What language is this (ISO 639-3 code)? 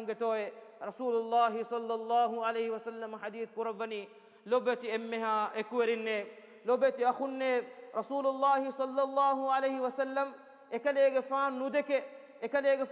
div